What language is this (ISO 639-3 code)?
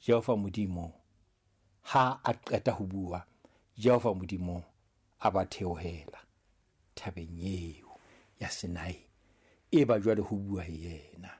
sot